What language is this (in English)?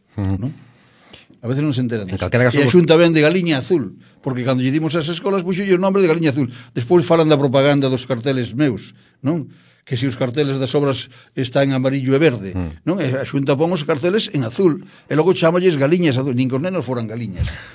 Galician